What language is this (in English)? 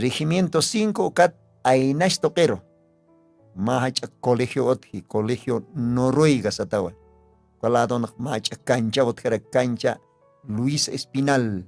Aymara